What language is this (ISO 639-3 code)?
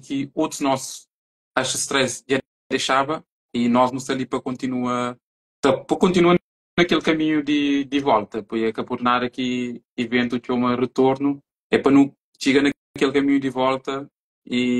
kea